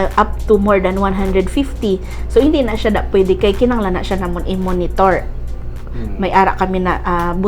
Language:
Hiligaynon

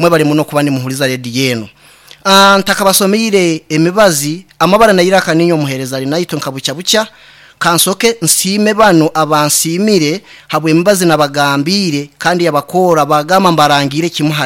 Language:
Nyankole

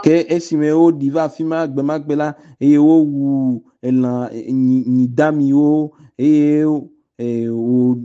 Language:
Ewe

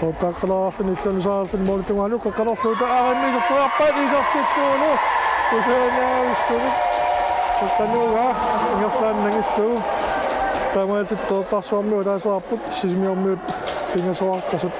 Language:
Kalaallisut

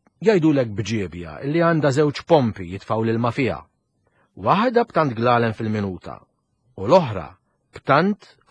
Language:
Maltese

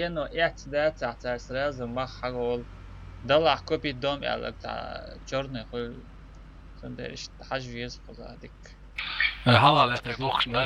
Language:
Chechen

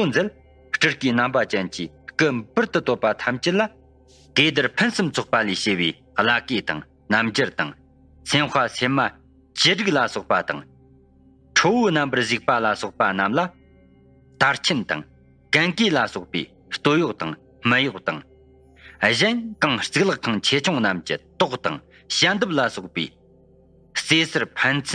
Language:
Tibetan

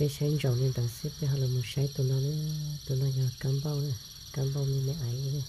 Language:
Hmong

